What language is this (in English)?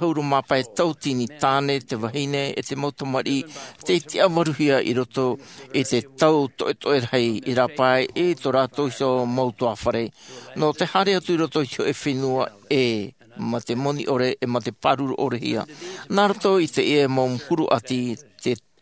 Tahitian